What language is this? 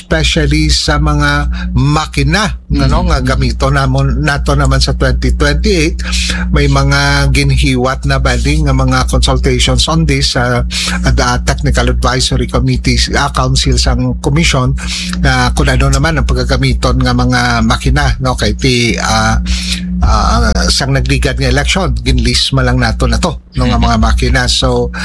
Hiligaynon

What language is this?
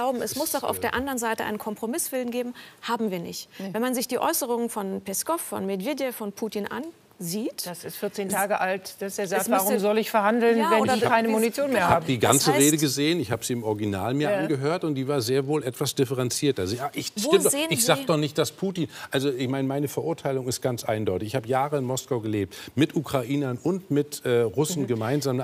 German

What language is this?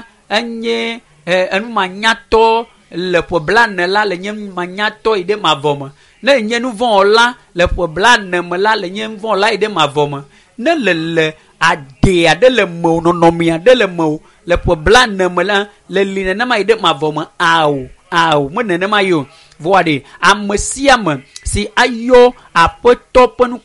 Ewe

